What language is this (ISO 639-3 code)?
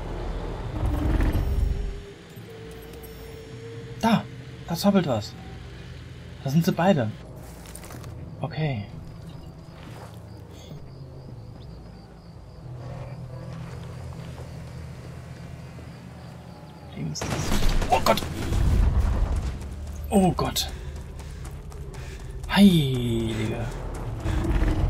deu